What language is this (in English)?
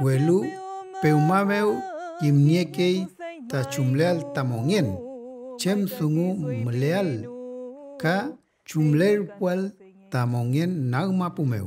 Mapuche